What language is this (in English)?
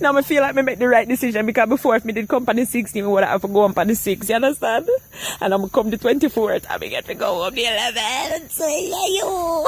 Jamaican Creole English